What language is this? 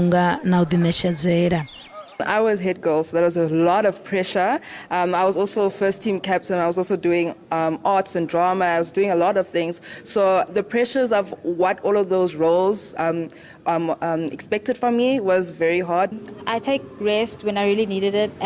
Venda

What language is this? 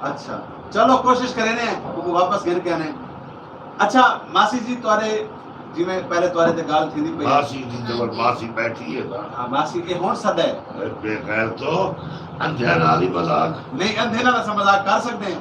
Saraiki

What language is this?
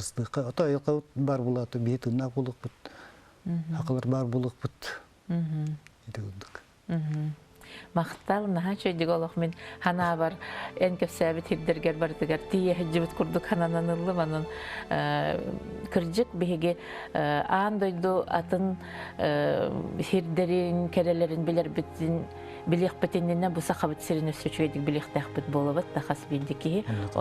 Yakut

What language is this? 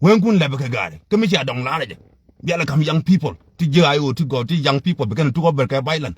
Nuer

